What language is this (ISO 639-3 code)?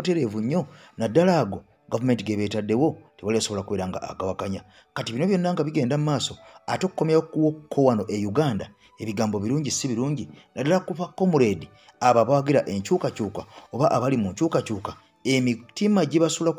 lug